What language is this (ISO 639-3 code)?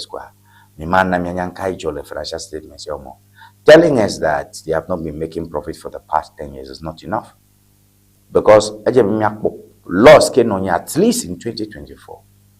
ewe